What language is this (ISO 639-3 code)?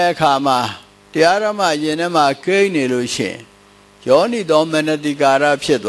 mya